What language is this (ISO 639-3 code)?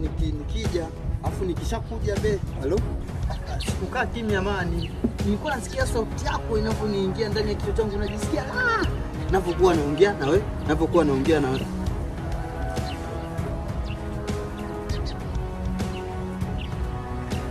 swa